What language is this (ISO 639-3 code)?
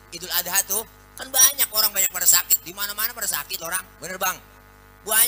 bew